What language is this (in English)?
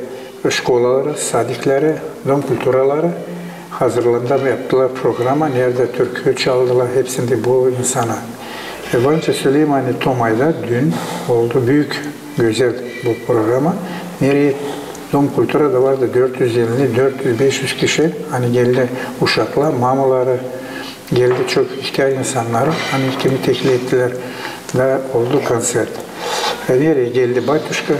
Gagauz